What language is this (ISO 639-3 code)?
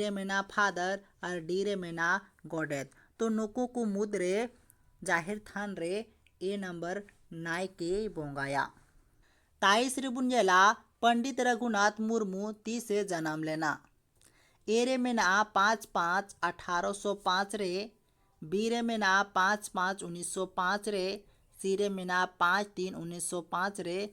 sat